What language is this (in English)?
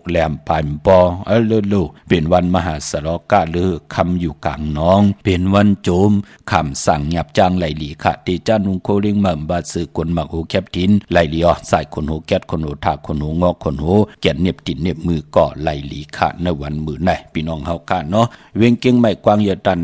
Shan